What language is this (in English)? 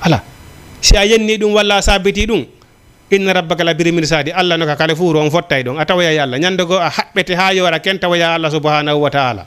Fula